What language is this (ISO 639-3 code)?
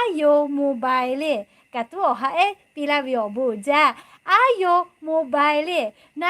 lhu